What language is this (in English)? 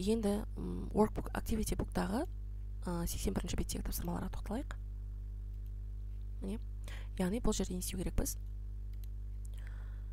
Kazakh